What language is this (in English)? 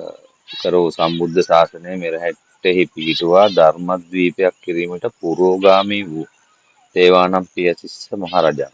Sinhala